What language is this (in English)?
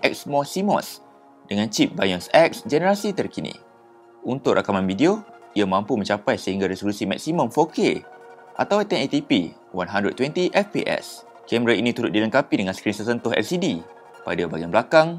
Malay